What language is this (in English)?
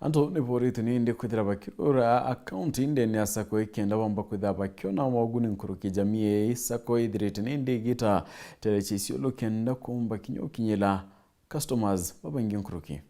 Meru